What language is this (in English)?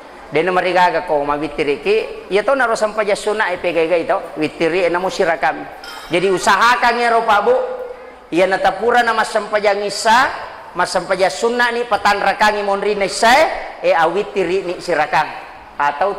Buginese